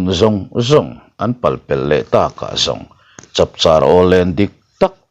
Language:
Mizo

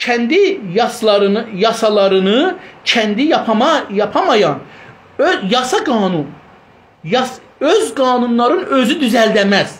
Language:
South Azerbaijani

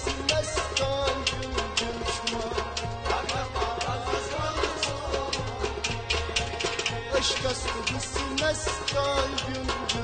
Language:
Kashmiri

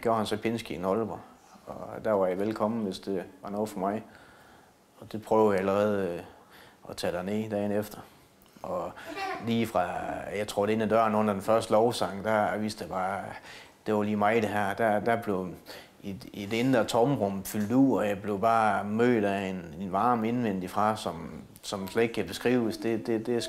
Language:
Danish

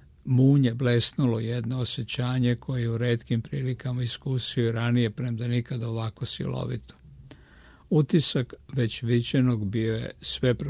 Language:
Serbian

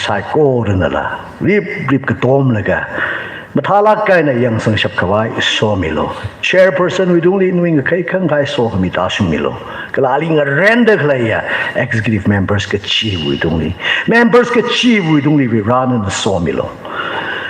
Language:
Tangkhul Naga (India)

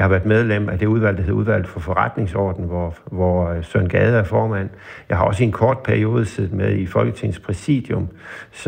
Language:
Danish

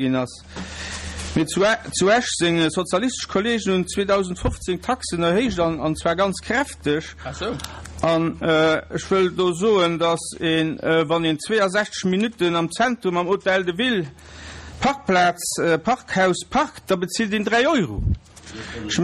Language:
Luxembourgish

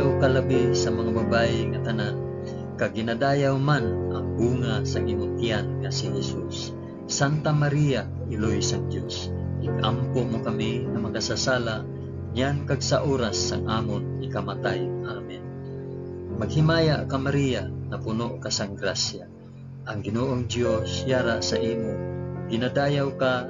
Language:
Hiligaynon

